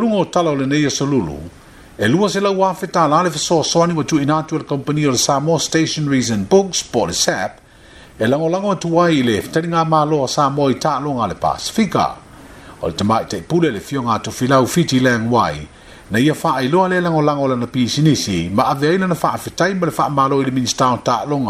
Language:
Samoan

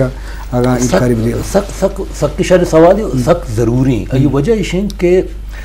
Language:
Eastern Balochi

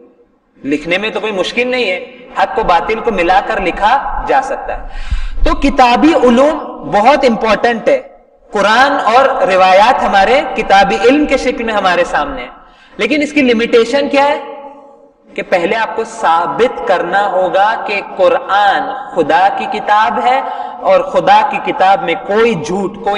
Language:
Urdu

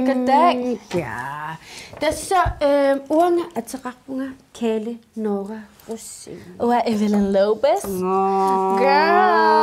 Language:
Kalaallisut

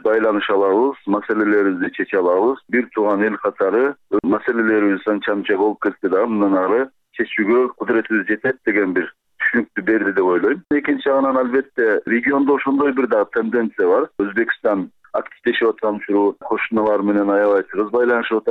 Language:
Kyrgyz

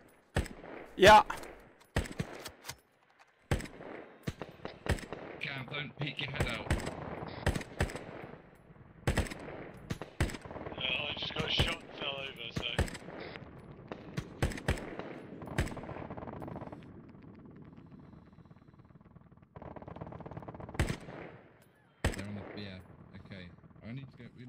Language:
English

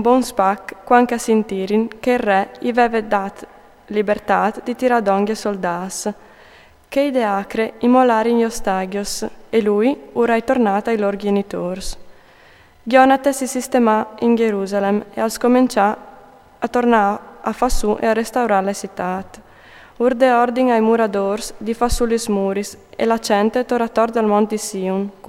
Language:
Friulian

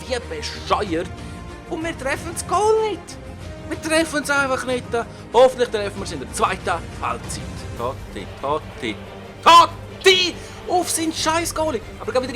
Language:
Swiss German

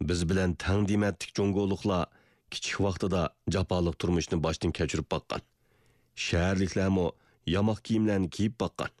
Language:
Uyghur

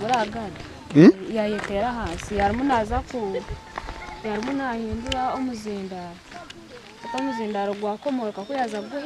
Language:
Nyankole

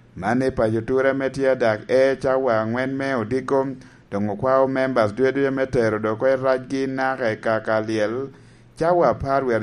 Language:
Lango (Uganda)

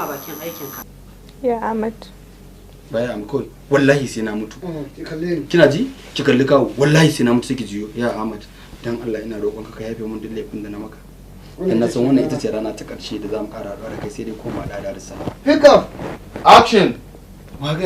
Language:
Hausa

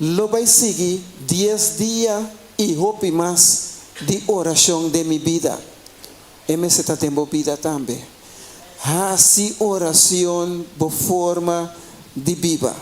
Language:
Papiamento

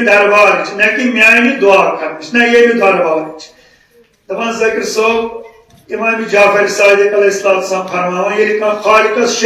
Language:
Kashmiri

